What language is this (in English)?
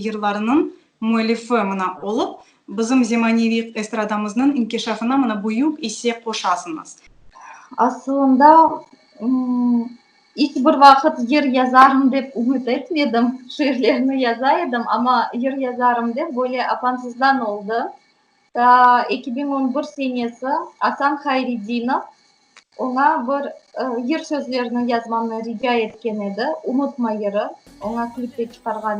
Crimean Tatar